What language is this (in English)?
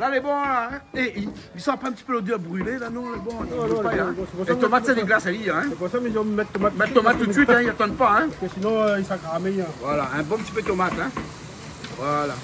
Réunion Creole French